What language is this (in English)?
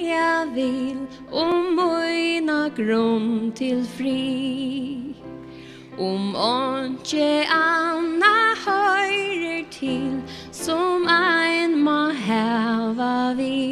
Faroese